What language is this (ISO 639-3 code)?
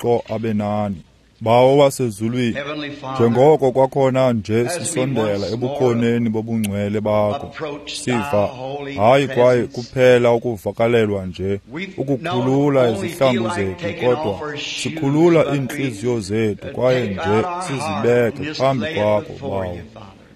xho